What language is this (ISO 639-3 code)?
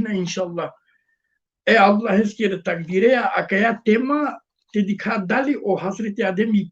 rmn